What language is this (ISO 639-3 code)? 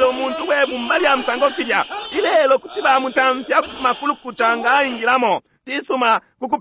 bem